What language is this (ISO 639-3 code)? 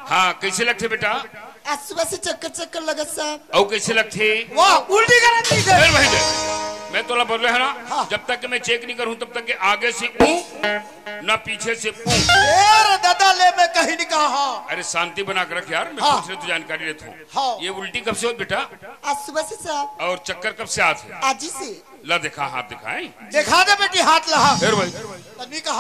hne